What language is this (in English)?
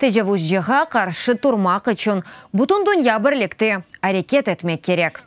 Crimean Tatar